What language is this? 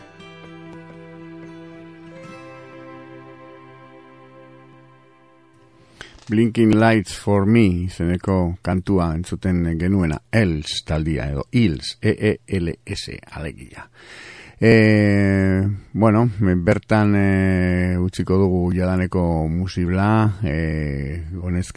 Basque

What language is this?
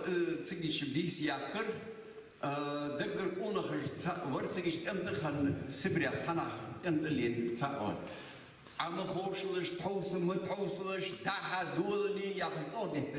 Ingush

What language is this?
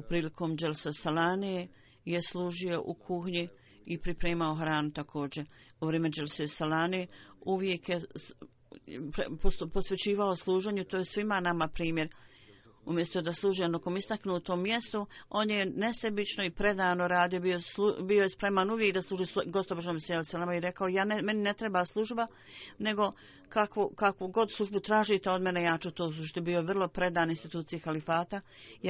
Bosnian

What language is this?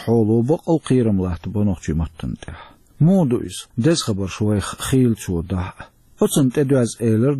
Chechen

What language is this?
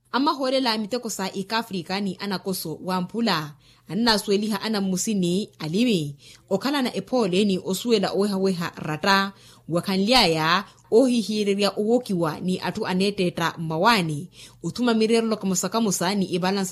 Makhuwa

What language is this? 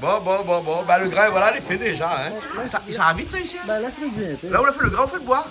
Réunion Creole French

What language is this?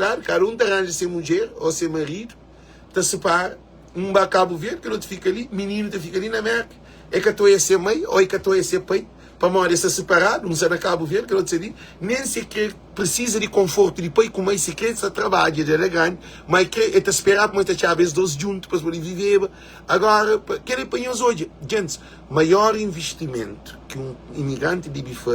Kabuverdianu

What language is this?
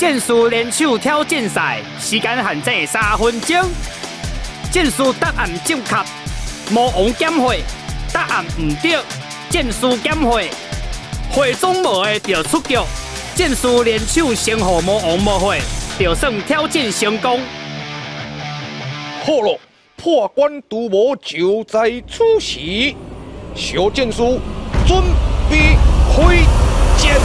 Min Nan Chinese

